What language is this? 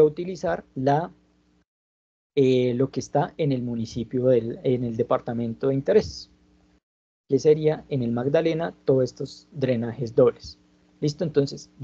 Spanish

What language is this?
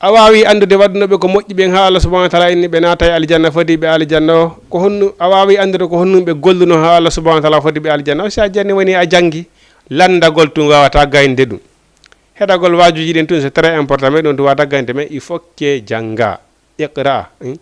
Fula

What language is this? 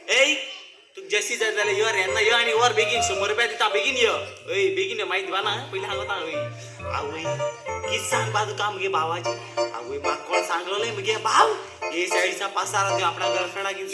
Konkani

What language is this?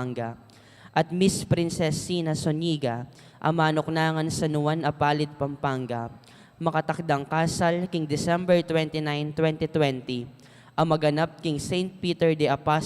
Pampanga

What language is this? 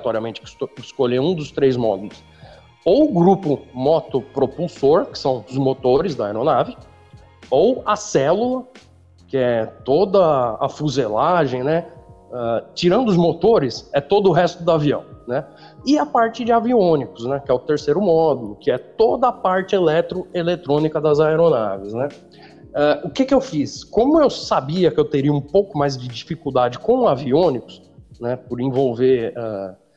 Portuguese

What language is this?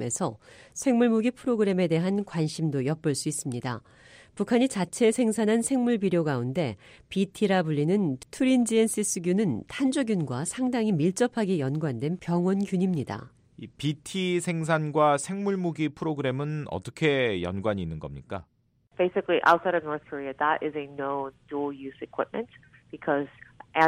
Korean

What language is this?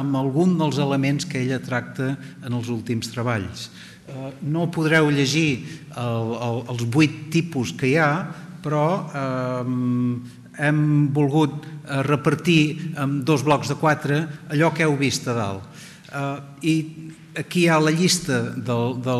Catalan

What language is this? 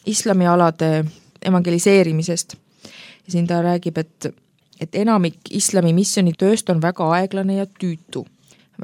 Estonian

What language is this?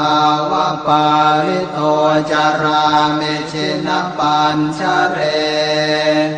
Pali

